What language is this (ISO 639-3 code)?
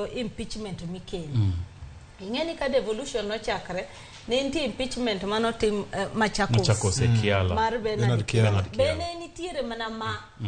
luo